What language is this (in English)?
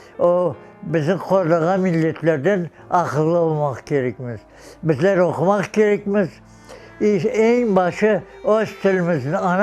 Crimean Tatar